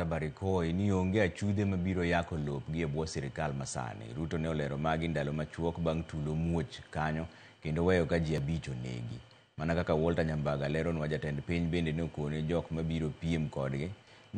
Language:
Luo (Kenya and Tanzania)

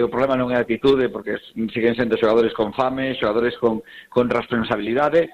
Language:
Galician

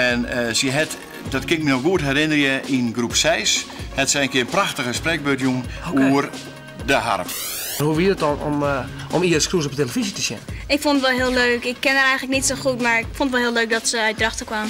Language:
Western Frisian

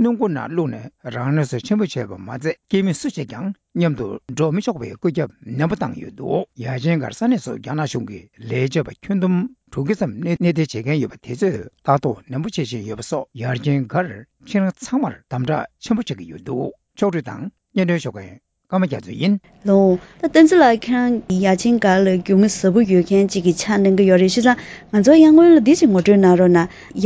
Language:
Tibetan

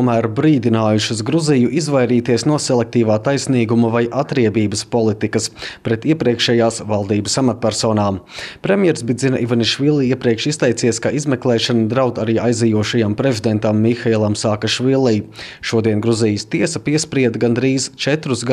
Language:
Latvian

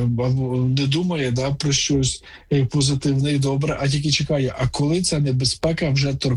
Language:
Ukrainian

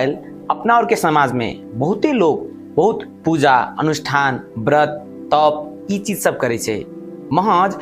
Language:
Maithili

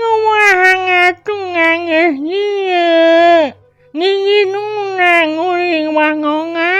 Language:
Sundanese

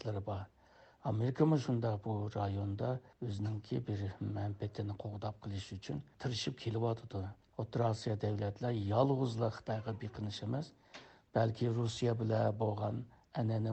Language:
Uyghur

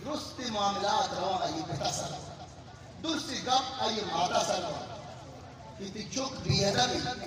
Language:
Eastern Balochi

